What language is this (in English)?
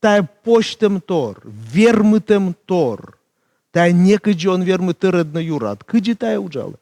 Komi